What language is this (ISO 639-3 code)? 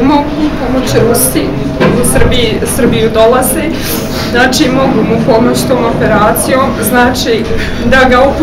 bos